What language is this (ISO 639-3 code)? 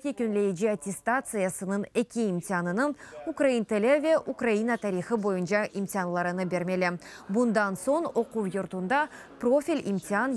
crh